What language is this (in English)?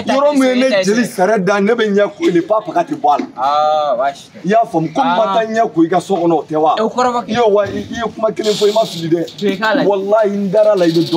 Bambara